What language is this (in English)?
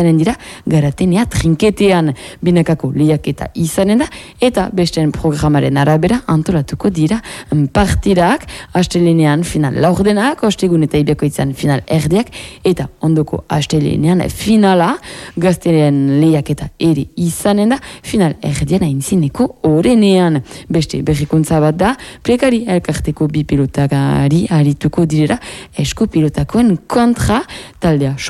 Basque